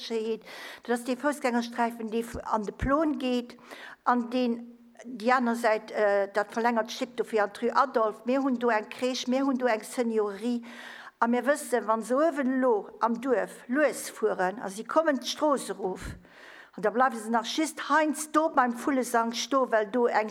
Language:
Luxembourgish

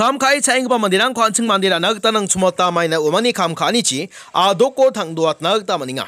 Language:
Garo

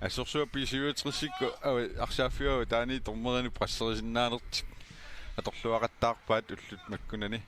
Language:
Kalaallisut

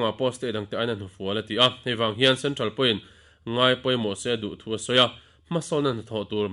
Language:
Mizo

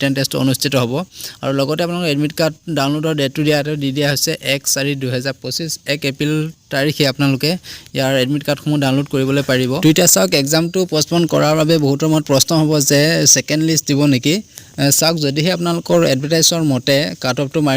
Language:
Assamese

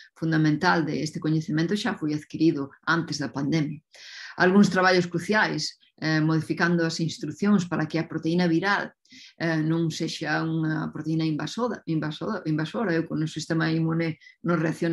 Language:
Galician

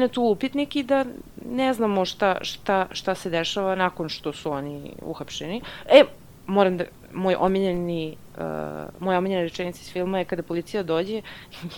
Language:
Serbian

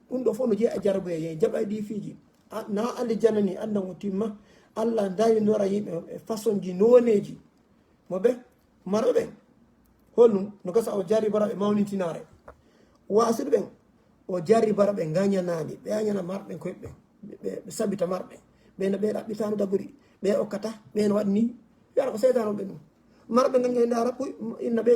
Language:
Fula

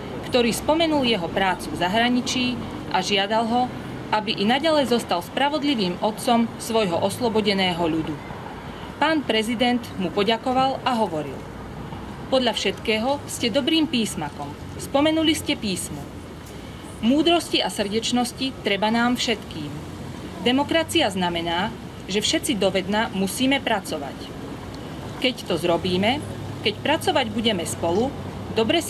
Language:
Slovak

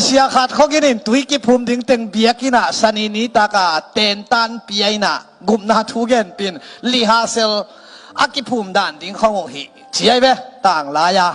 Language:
Tedim Chin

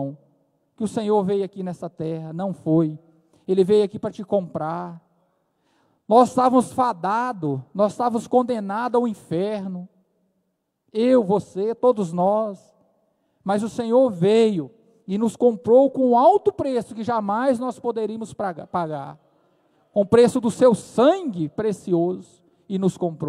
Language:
Portuguese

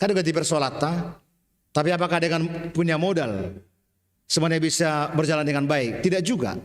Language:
Batak Simalungun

